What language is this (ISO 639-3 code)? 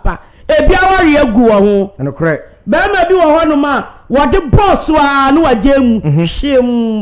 aka